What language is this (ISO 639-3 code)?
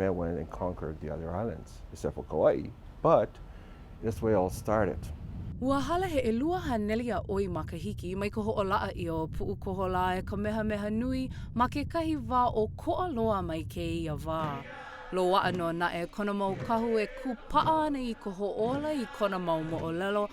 haw